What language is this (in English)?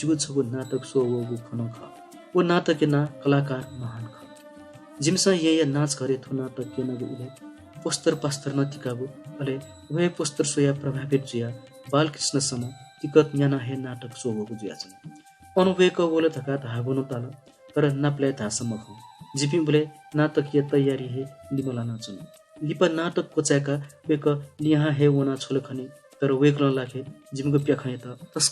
Newari